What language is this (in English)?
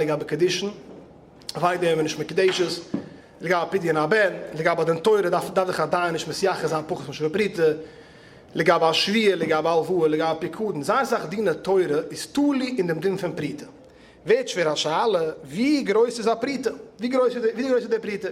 Yiddish